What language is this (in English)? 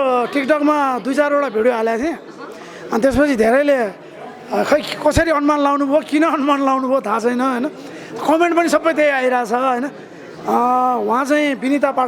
Nepali